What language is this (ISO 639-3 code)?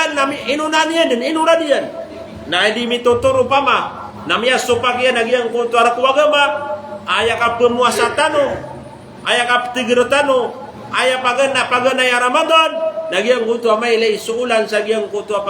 mrw